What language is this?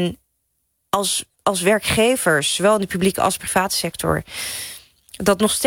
Dutch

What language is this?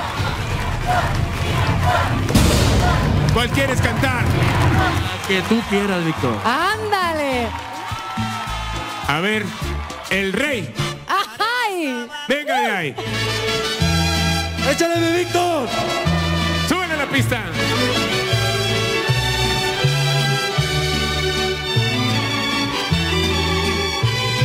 Spanish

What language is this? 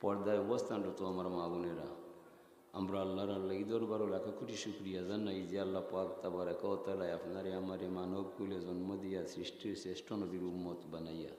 Sylheti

